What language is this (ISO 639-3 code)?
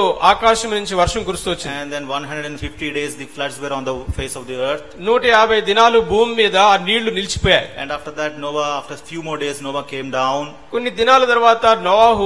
tel